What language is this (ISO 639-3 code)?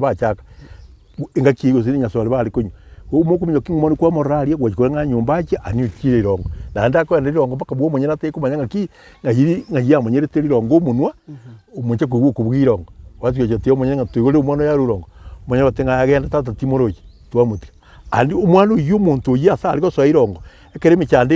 guz